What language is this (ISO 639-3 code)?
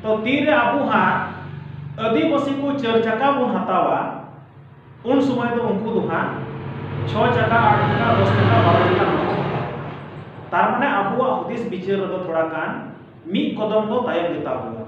sat